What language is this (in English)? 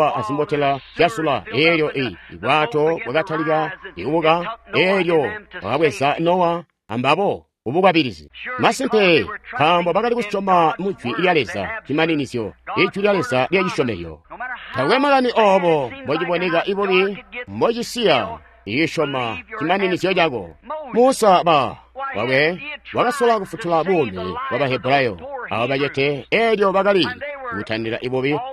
Tonga (Zambia)